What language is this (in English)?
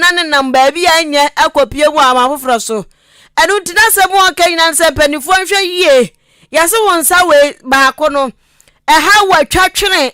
Akan